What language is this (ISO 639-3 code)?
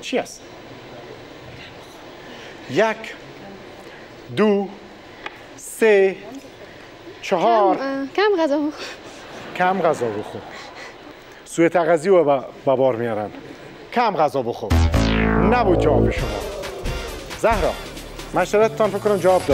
fas